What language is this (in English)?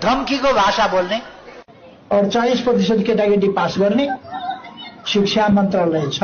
Nepali